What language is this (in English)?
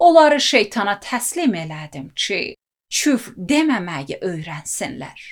Azerbaijani